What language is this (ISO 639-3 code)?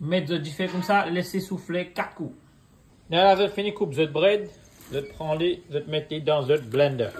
mfe